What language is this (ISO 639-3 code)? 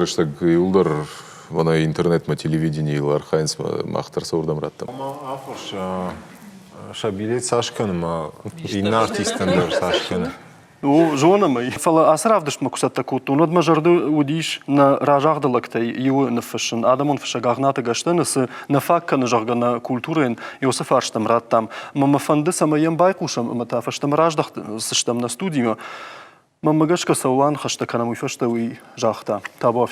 oss